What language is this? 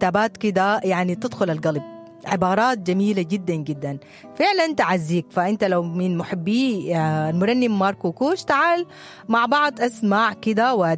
Sudanese Arabic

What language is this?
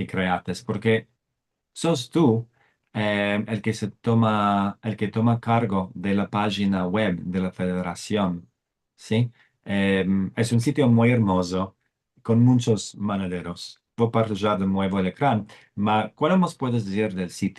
Ladino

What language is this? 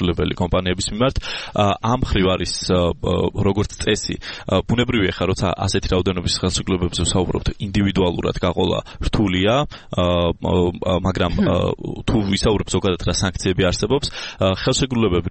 Georgian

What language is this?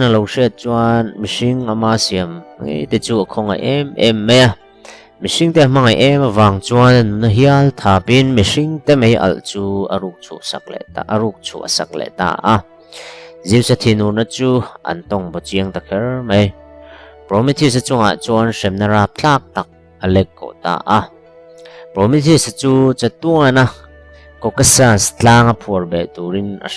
Mizo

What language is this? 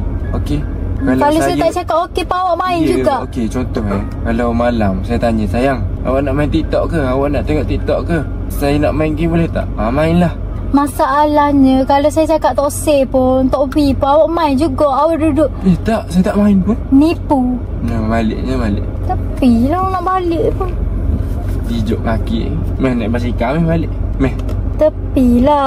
Malay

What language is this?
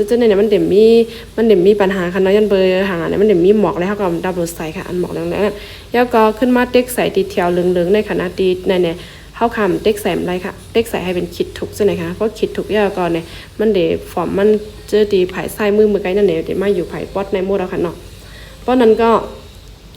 Shan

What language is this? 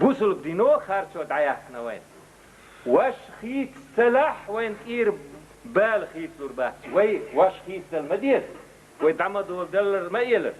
Chechen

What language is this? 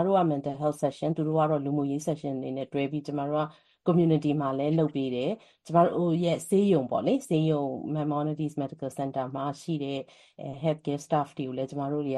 Burmese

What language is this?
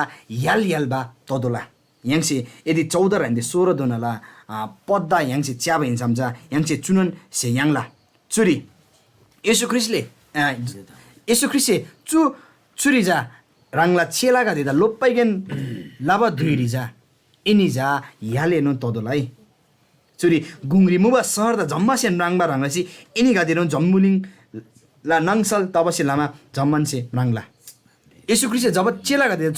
Eastern Tamang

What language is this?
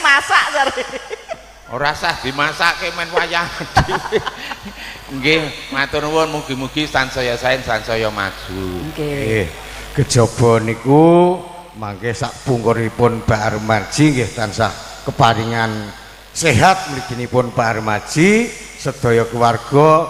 Javanese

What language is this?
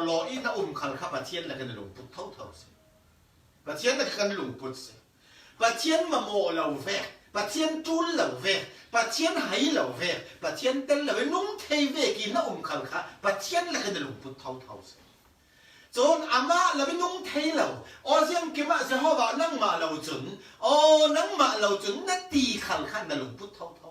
Falam Chin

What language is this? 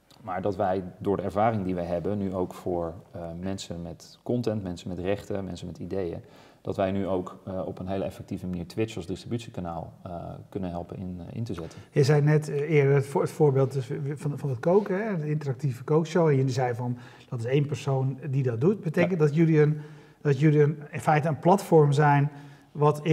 Dutch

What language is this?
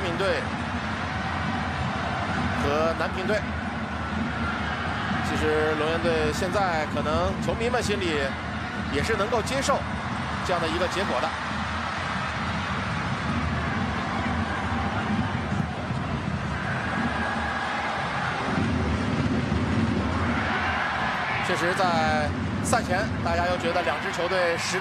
Chinese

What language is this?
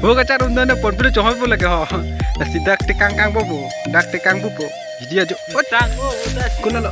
Karbi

